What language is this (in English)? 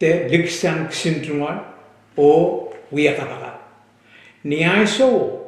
Pohnpeian